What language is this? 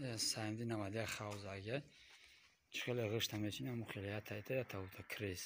Tajik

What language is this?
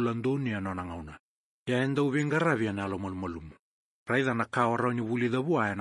Fijian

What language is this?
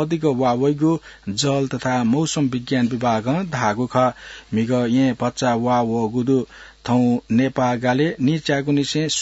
Newari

